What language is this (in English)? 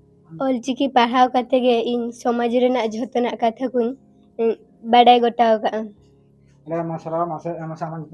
Santali